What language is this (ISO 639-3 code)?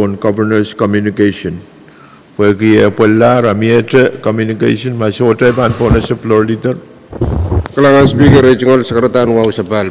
pon